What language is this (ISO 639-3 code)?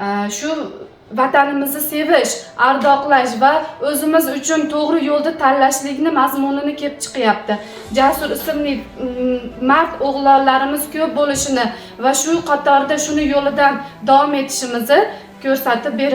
uzb